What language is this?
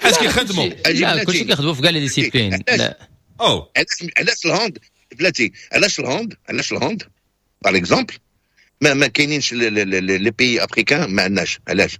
Moroccan Arabic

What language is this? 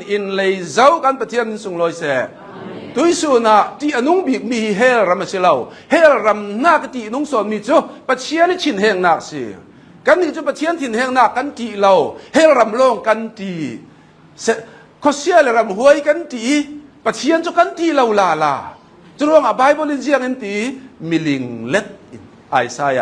Hakha Chin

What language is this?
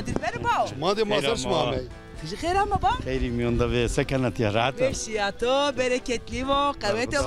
Zaza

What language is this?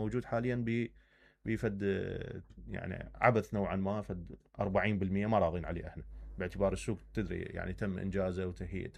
Mesopotamian Arabic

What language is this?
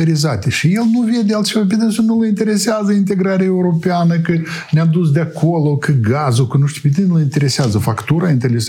Romanian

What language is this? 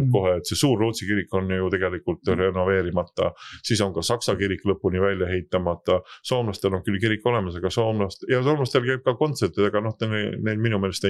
Estonian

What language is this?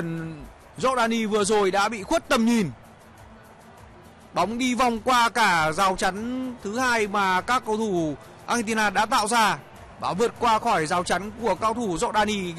Vietnamese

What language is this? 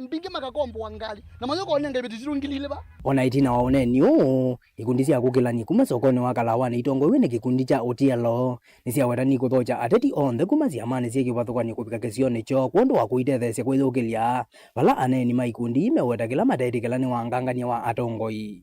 Kamba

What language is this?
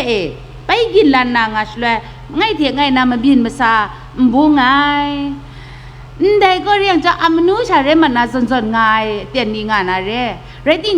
Kachin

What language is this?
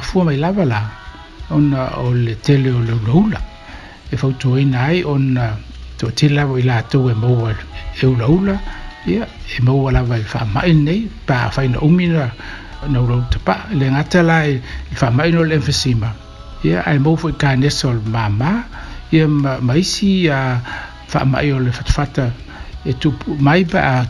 Samoan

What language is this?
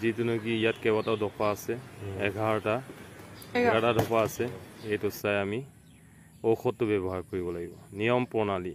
Assamese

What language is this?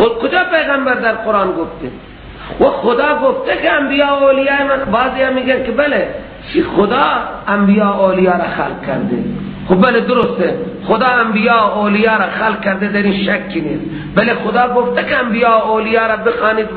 Persian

